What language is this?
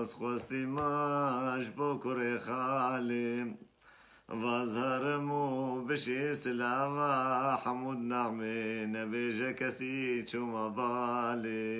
Kurdish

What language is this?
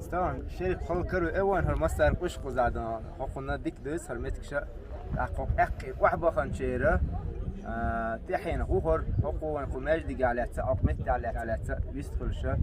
Chechen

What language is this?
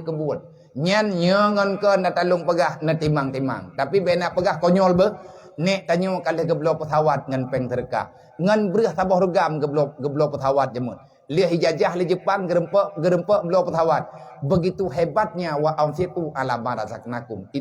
Achinese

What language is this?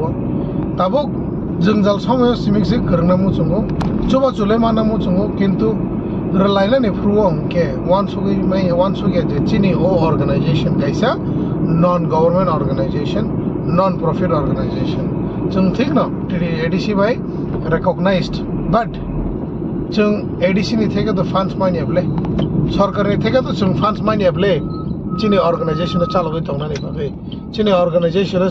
Kok Borok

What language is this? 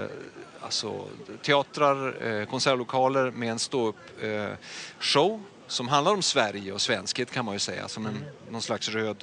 Swedish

